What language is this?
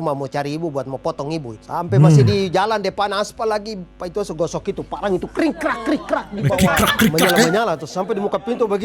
Manado Malay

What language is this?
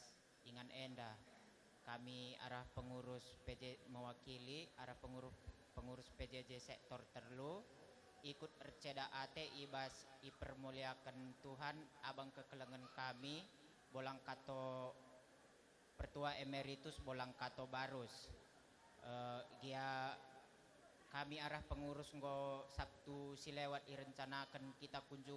Batak Karo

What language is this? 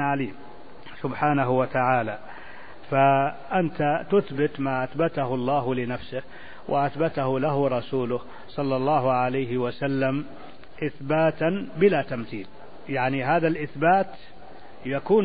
Arabic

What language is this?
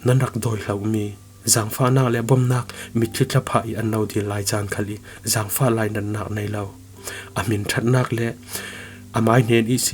Falam Chin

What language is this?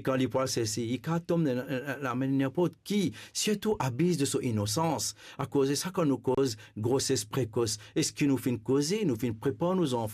Morisyen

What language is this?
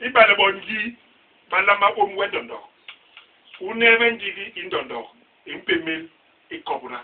Basaa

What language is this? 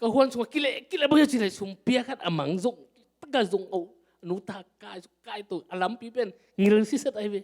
Tedim Chin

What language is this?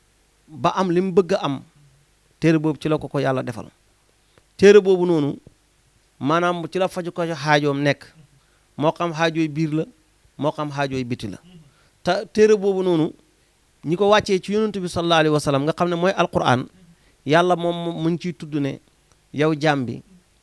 Wolof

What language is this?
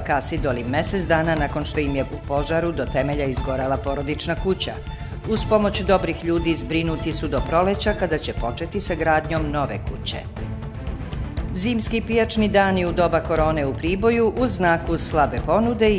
Serbian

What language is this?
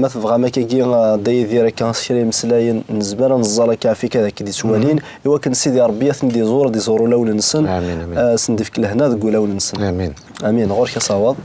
Kabyle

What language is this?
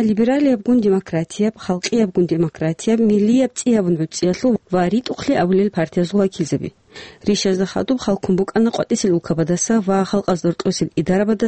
Avaric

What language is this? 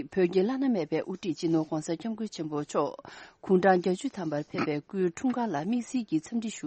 Tibetan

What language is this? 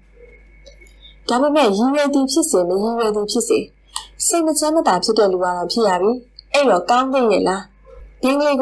Burmese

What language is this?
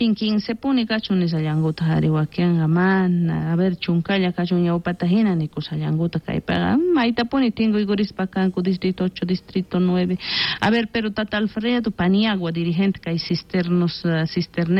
South Bolivian Quechua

